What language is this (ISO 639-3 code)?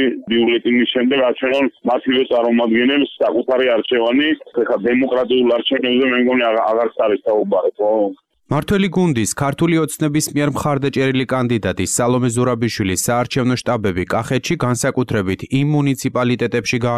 kat